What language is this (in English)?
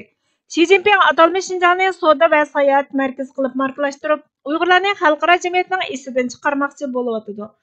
Uyghur